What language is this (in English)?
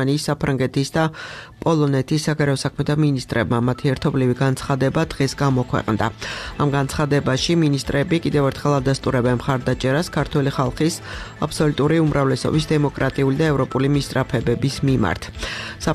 Georgian